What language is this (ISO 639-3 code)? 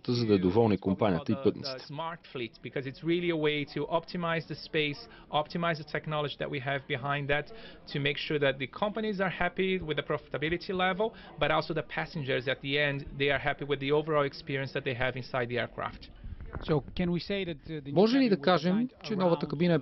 bul